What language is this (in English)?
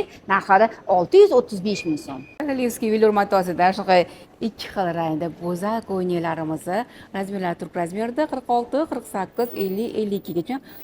Uzbek